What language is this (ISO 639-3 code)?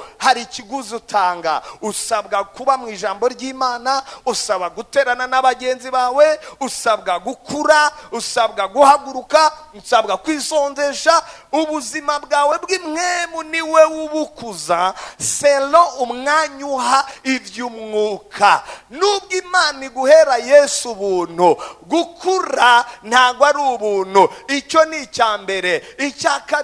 run